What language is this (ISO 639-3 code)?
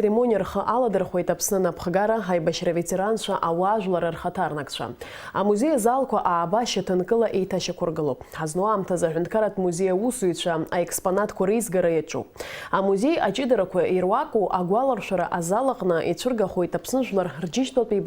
abk